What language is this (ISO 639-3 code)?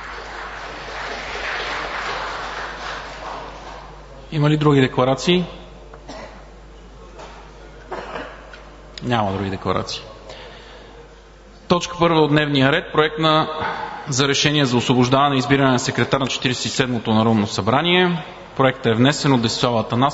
bul